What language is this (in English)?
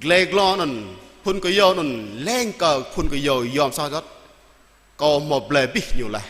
Jarai